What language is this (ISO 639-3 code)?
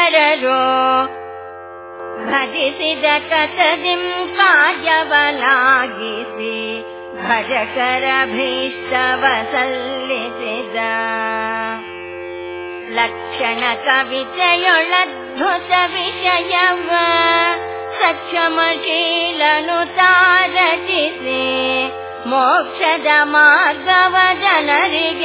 kan